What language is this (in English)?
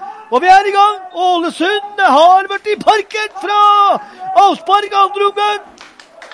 Norwegian